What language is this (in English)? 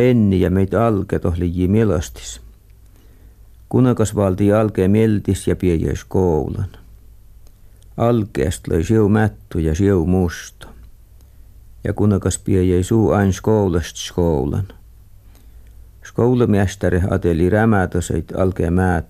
Finnish